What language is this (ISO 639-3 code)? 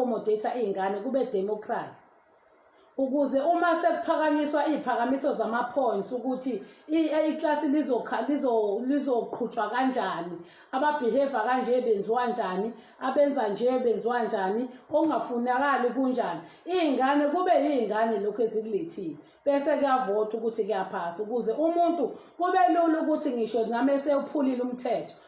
zul